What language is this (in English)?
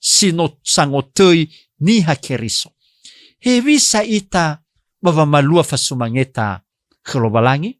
Nias